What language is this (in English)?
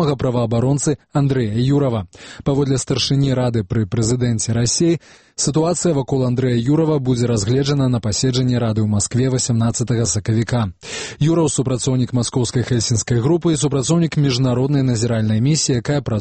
Belarusian